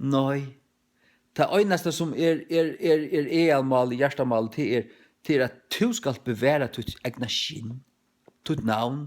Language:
Faroese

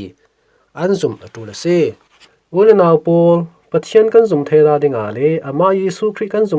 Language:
Falam Chin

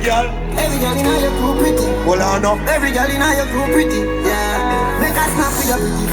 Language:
Jamaican Creole English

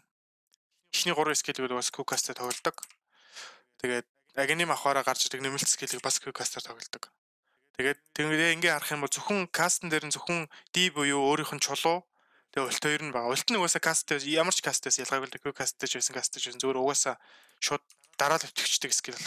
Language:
Mongolian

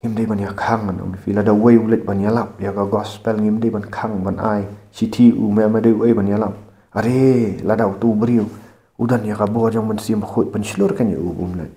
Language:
Khasi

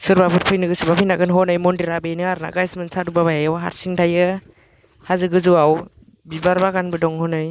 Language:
Bodo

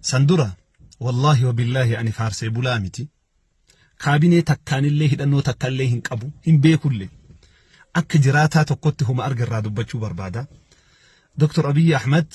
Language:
Oromo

